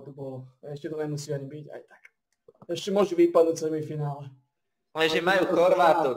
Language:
Slovak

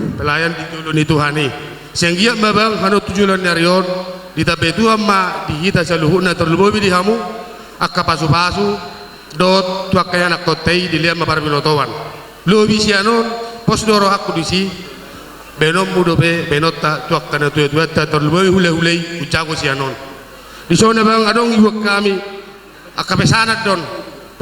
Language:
Batak Toba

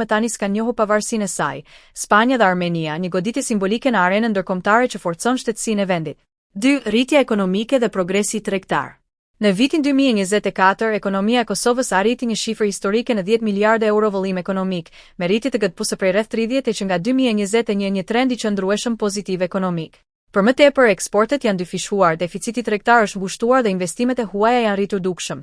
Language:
Albanian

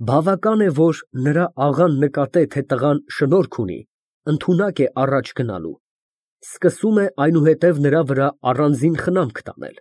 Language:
Armenian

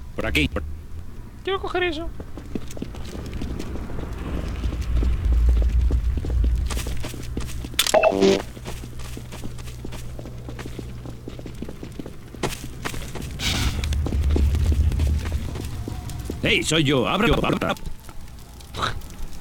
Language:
Spanish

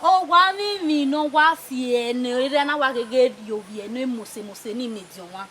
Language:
Bini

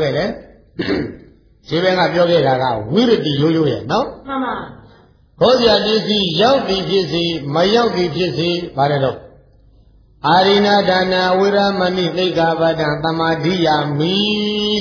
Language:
Burmese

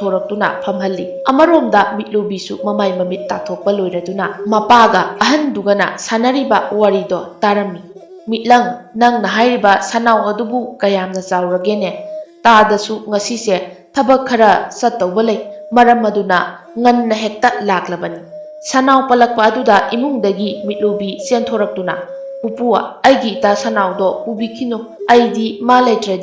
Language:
Manipuri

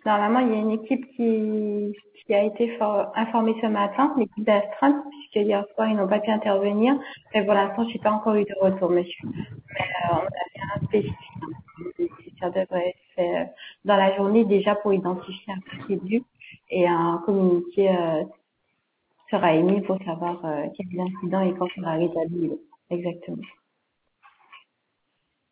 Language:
French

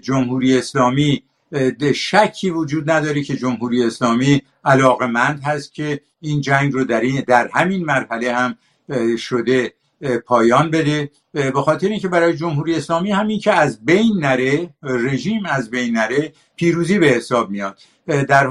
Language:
Persian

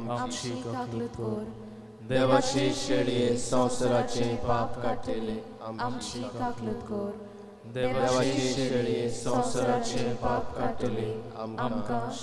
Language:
Konkani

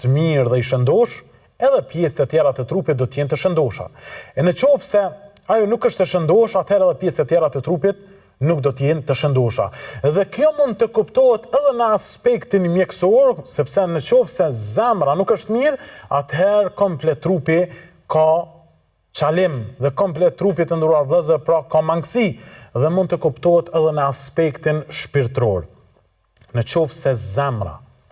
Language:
Albanian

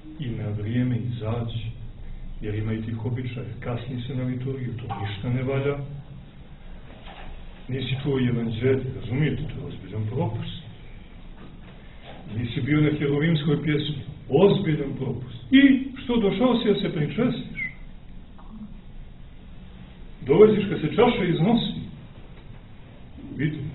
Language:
Serbian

